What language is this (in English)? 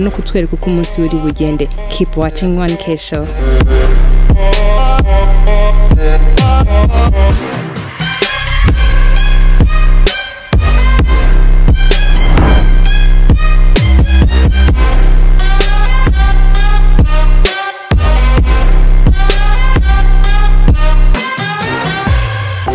Kinyarwanda